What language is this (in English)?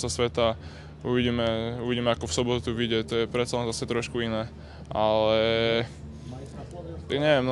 Slovak